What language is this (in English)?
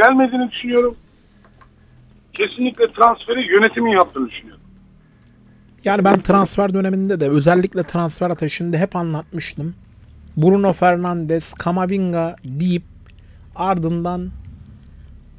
Turkish